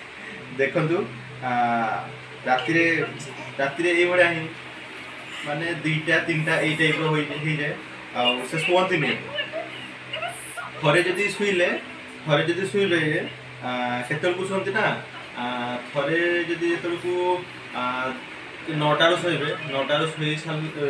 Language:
Odia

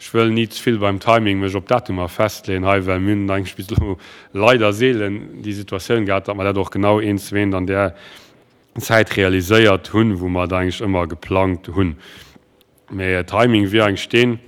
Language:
Luxembourgish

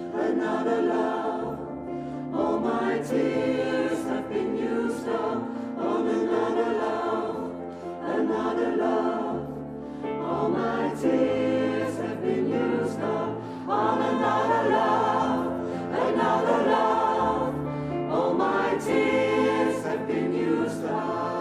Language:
Western Frisian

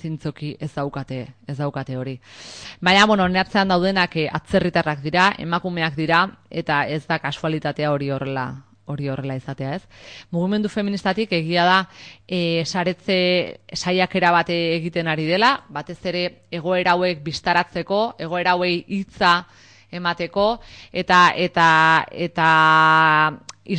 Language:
Basque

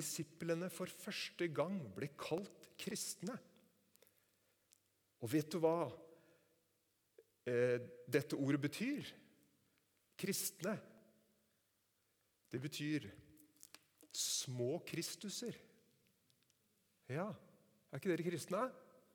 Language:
Norwegian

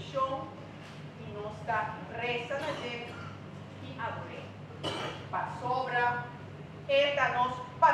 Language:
Papiamento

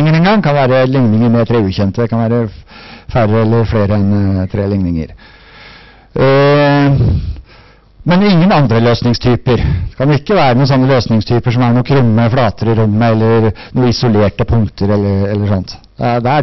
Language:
Norwegian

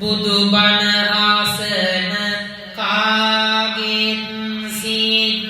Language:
Sinhala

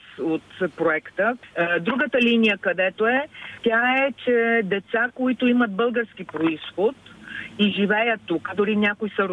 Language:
Bulgarian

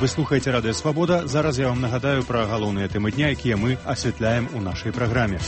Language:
Belarusian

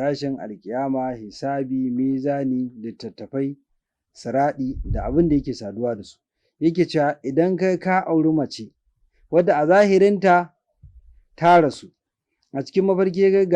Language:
Hausa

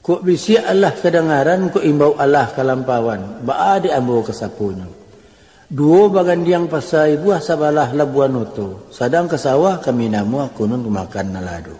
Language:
Minangkabau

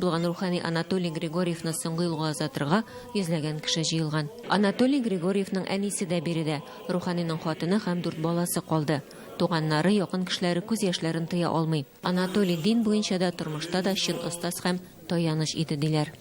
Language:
Tatar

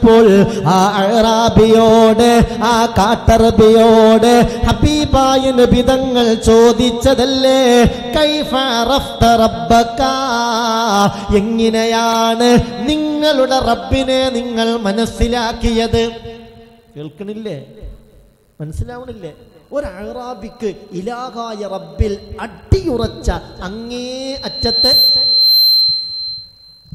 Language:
Malayalam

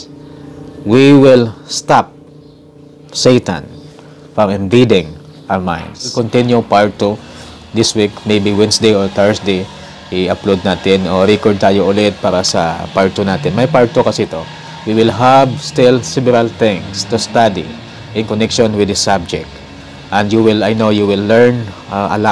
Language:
Filipino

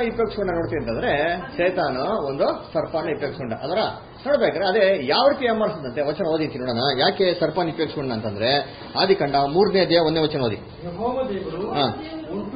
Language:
Kannada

